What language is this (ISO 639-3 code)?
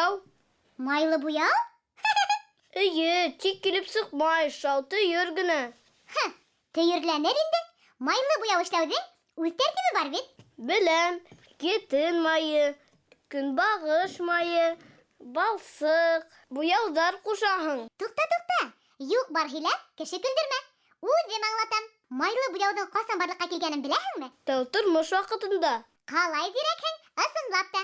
bak